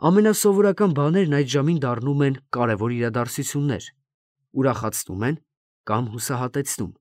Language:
Armenian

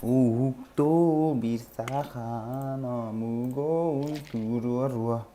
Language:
Yakut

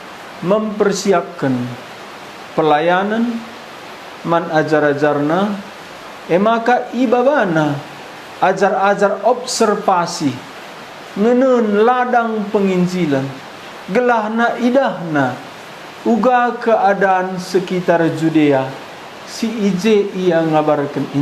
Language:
Batak Karo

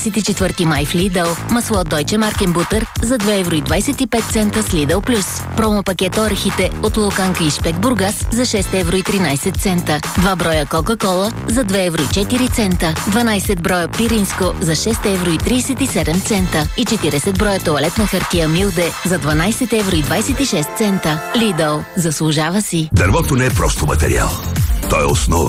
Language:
Bulgarian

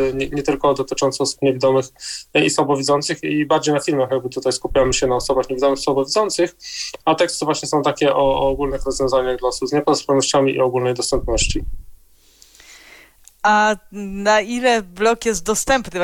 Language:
Polish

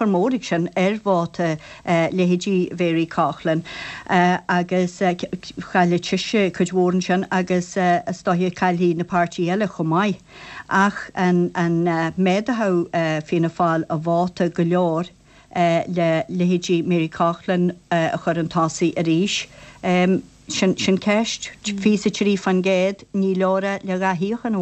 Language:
Irish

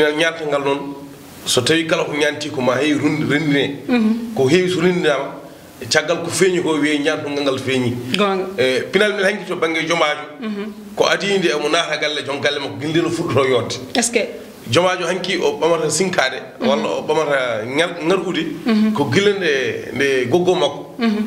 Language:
Fula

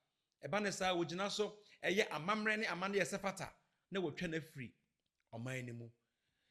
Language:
Akan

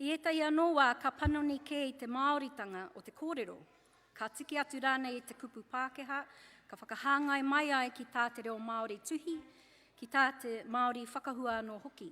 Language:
Māori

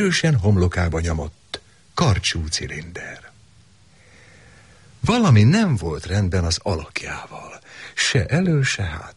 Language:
Hungarian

